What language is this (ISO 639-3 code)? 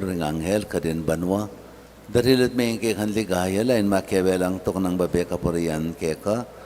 pam